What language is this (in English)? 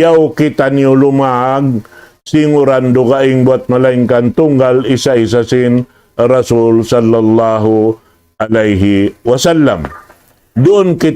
Tausug